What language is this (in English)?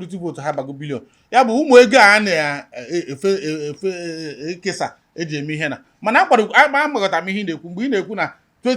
Igbo